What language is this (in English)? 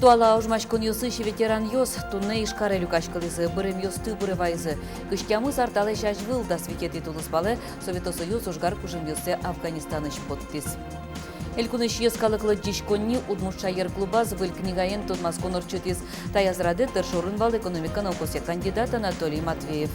Udmurt